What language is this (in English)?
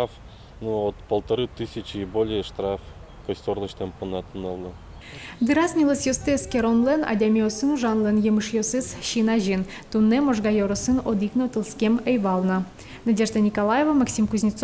Udmurt